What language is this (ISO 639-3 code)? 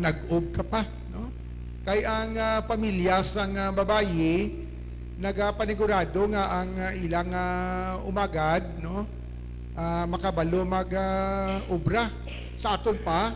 hil